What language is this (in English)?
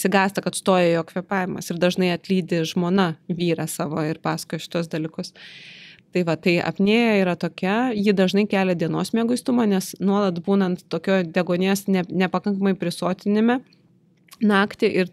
Lithuanian